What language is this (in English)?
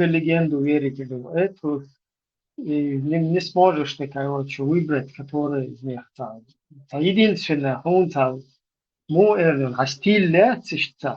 Chechen